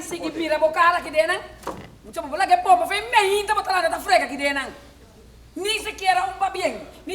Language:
Papiamento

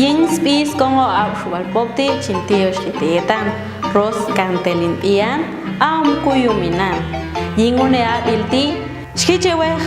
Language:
Popti'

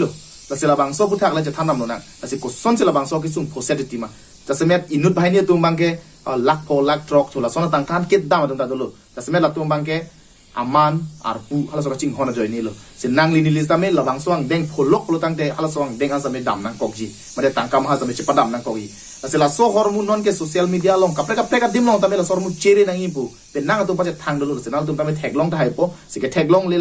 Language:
Karbi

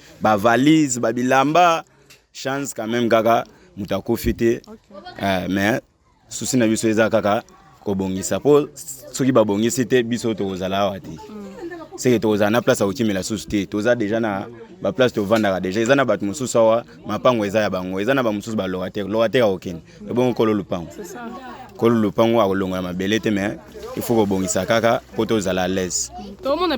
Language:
Lingala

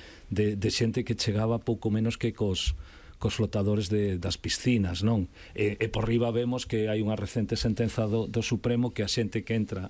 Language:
Galician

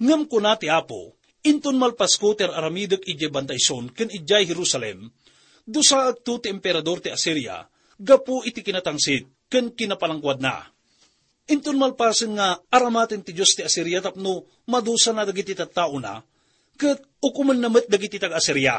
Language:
Iloko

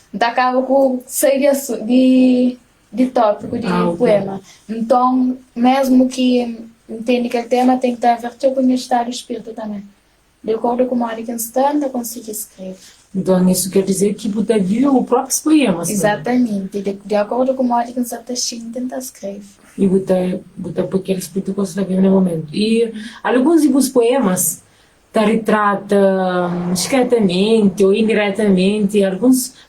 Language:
Kabuverdianu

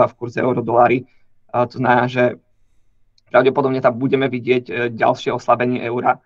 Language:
Slovak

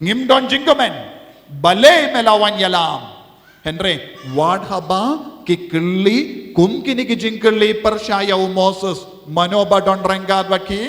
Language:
Khasi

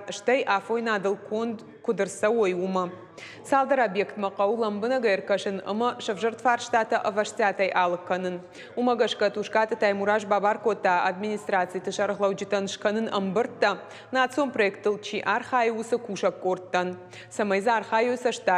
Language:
Ossetic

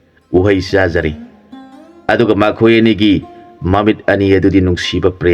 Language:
Manipuri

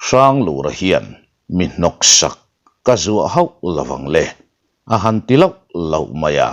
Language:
Mizo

